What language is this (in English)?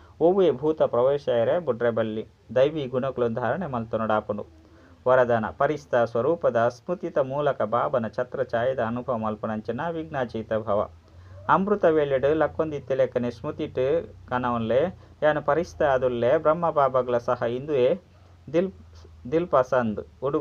Tulu